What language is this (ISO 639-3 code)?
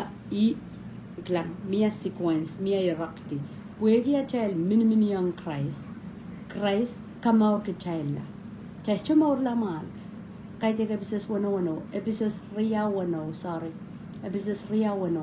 pon